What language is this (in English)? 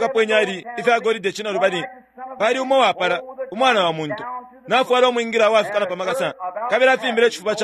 Bemba